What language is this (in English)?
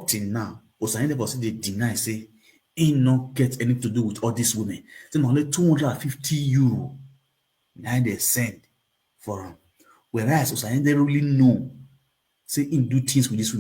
Nigerian Pidgin